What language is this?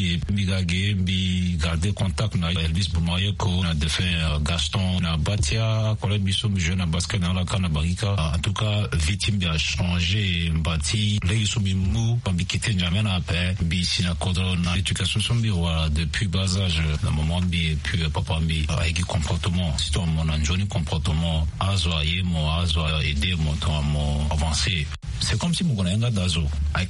Sango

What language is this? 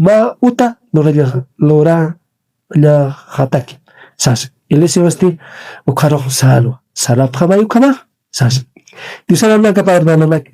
Aymara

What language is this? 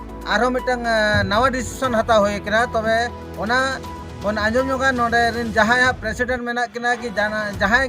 Santali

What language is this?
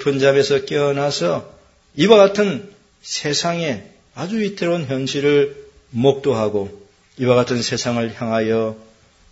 Korean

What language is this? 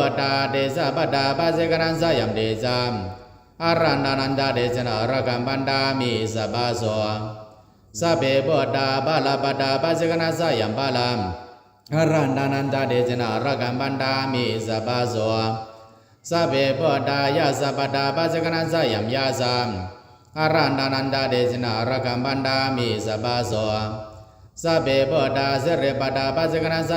Pali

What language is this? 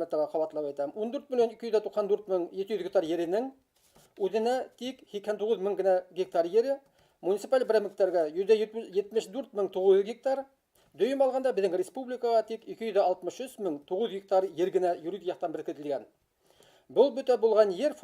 Bashkir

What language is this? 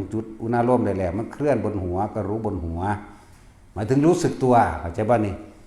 Northeastern Thai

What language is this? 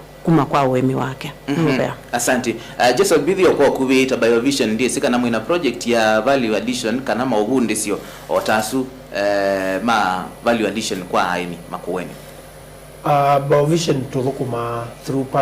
Kamba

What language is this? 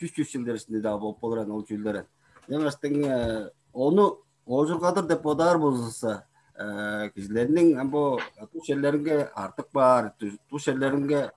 Tuvinian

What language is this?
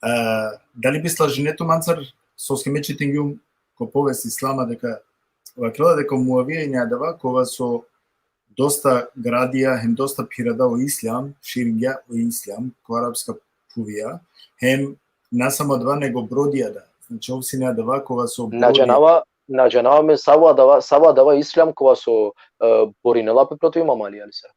Balkan Romani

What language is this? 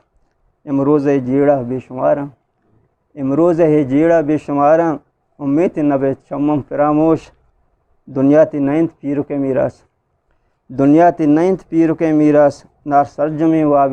Eastern Balochi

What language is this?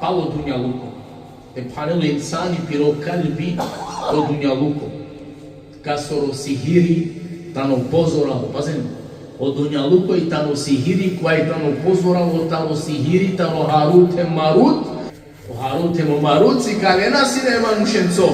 Balkan Romani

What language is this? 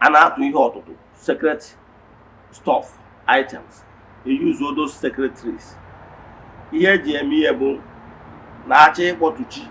Igbo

